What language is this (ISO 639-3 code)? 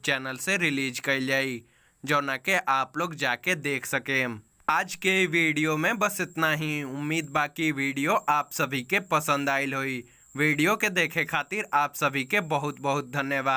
bho